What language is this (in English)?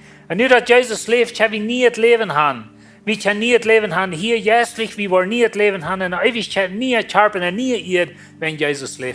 Plautdietsch